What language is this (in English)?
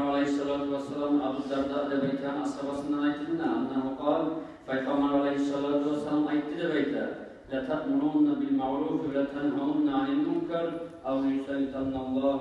Kumyk